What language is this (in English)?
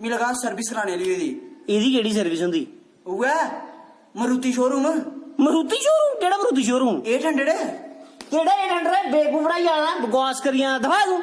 Dogri